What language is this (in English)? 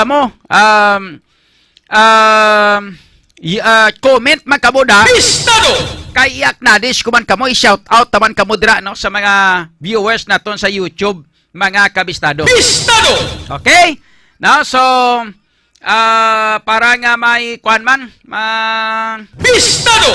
Hiligaynon